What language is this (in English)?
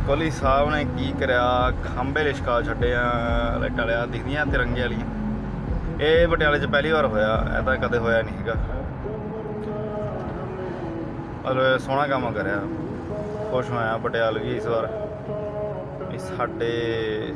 Punjabi